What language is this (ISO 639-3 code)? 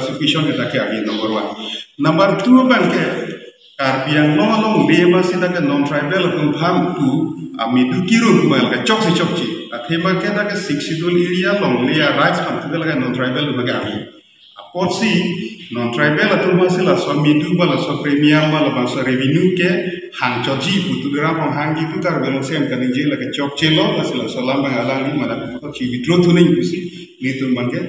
mjw